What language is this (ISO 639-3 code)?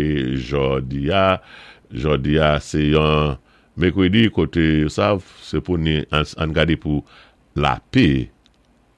acf